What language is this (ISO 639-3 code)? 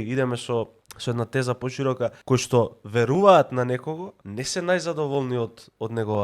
mkd